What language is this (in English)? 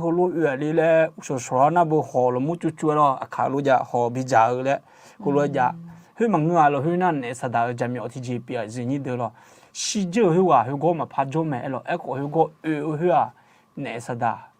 Akha